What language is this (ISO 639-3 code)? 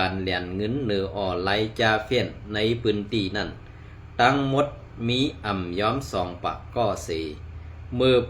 shn